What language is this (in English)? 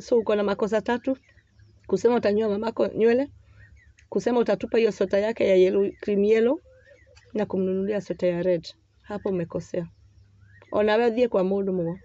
Swahili